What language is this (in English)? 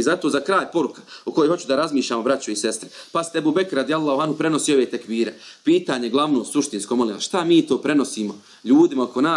Bosnian